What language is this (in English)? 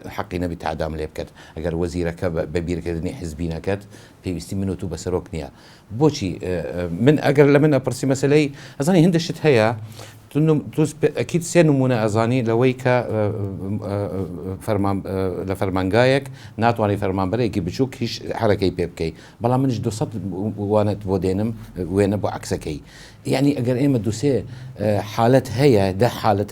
Central Kurdish